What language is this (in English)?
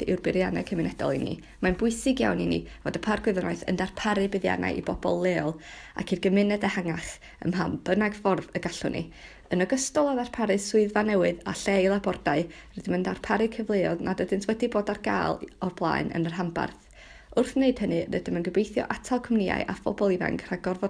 Welsh